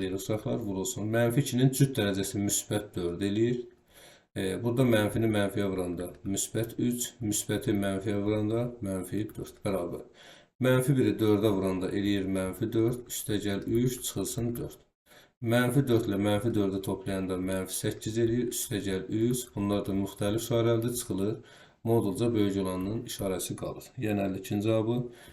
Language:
Azerbaijani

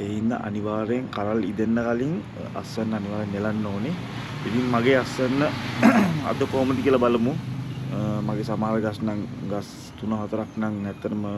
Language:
Sinhala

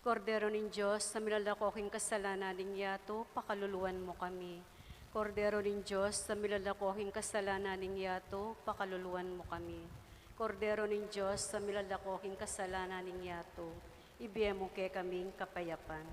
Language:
Pampanga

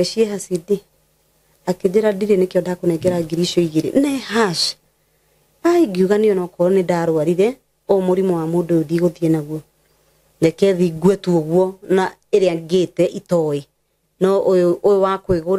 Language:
Kikuyu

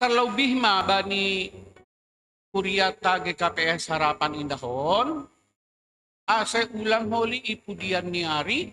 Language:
Batak Simalungun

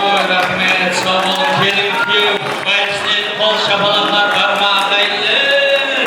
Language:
Kara-Kalpak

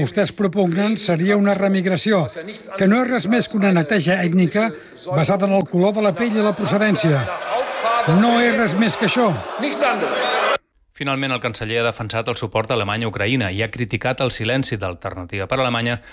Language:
Catalan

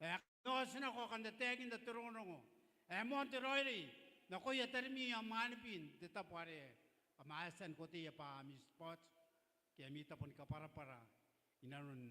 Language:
Gilbertese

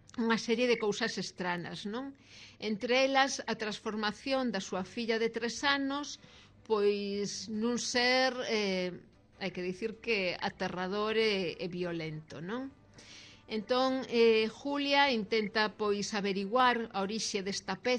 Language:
Galician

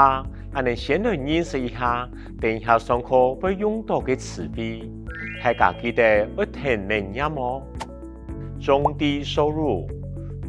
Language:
Hakka Chinese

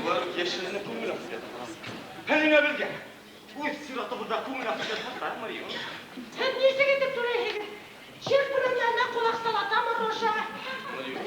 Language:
Bashkir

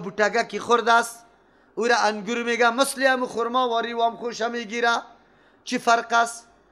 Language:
Persian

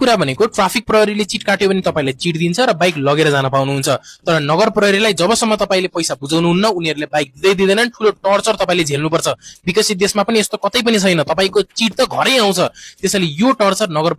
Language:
Nepali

